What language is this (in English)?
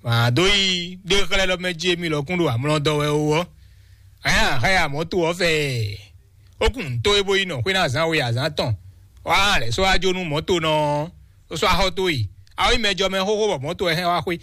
Fon